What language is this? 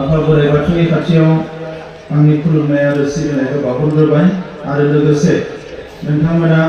Bodo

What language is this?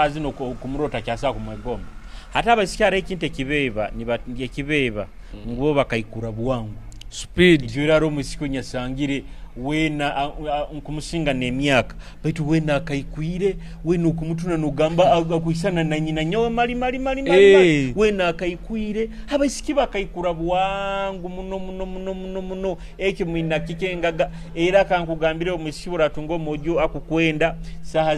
Nyoro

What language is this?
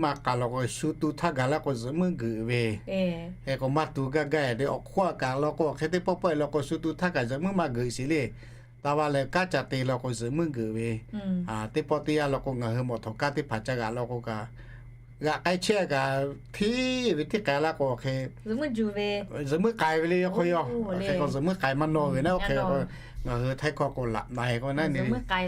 Lahu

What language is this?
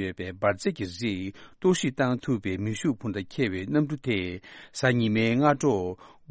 Tibetan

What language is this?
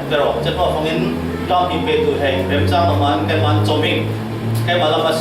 Falam Chin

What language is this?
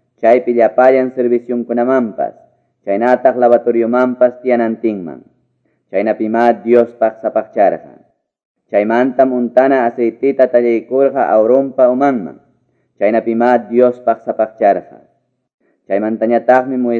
Quechua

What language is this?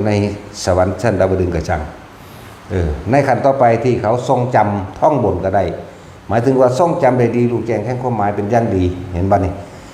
Northeastern Thai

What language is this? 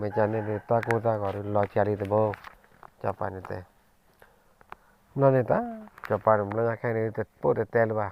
S'gaw Karen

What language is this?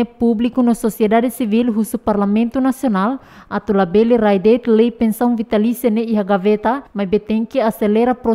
Tetum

